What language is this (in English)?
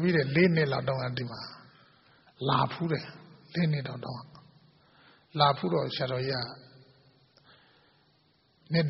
Burmese